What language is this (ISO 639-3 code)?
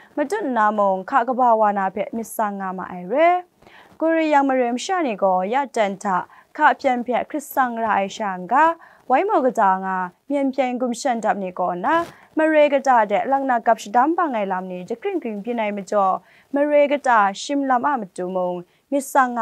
kac